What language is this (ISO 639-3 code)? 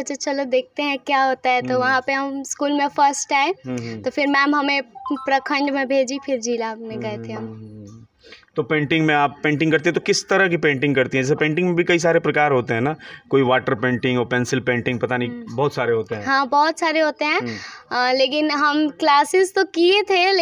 bho